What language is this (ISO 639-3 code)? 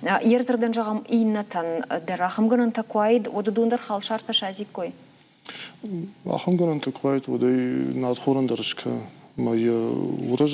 oss